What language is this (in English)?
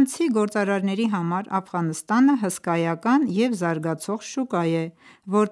Armenian